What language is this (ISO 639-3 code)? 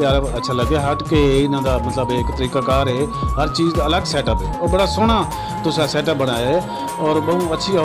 skr